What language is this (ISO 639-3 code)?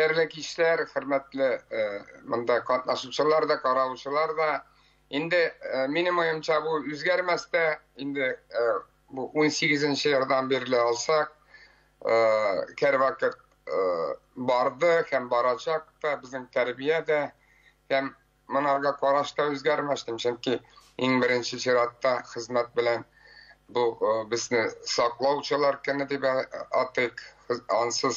tat